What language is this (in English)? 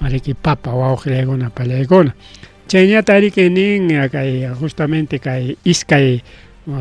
Ayacucho Quechua